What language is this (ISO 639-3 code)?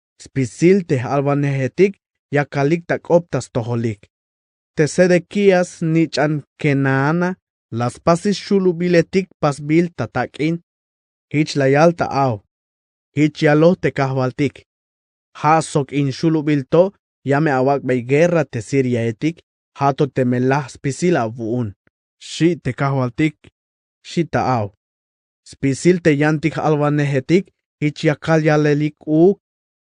tzh